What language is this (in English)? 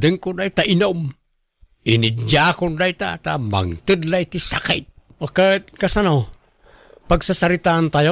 Iloko